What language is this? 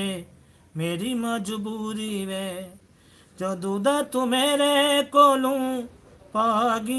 Saraiki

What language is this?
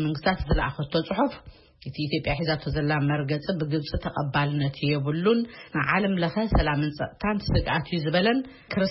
Tigrinya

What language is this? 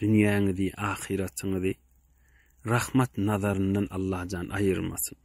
Turkmen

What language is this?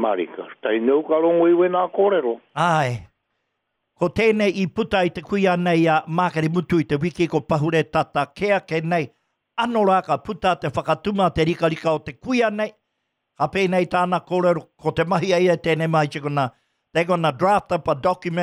Māori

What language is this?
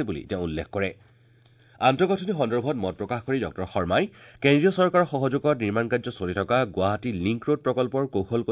Assamese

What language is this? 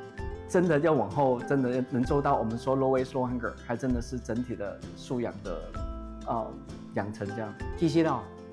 Min Nan Chinese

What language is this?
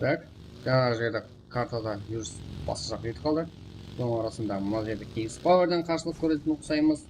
Kara-Kalpak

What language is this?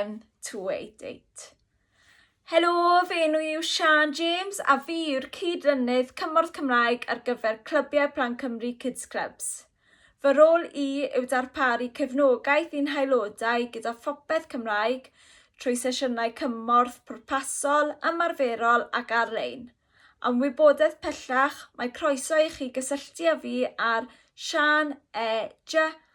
Welsh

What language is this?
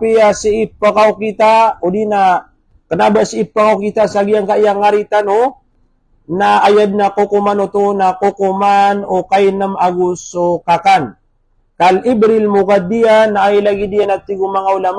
Maranao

